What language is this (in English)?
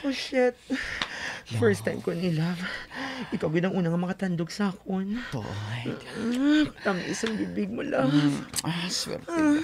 Hiligaynon